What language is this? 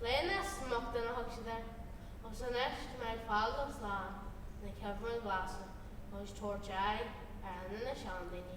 Irish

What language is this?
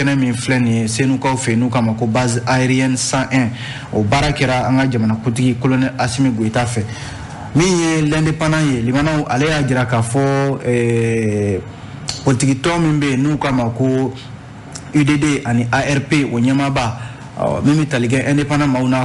Bambara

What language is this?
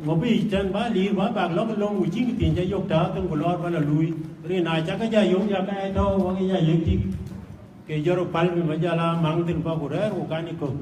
Dinka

